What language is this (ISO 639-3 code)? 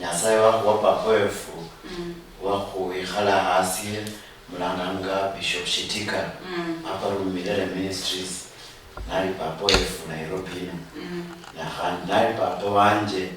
luy